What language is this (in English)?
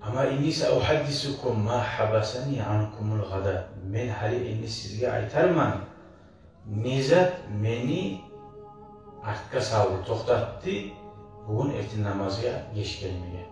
Kumyk